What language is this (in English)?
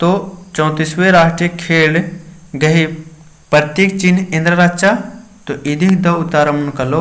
Kurukh